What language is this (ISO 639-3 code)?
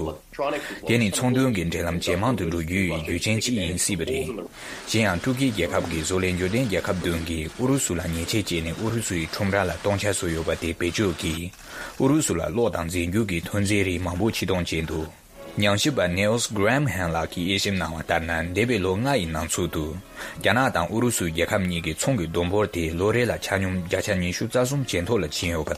bod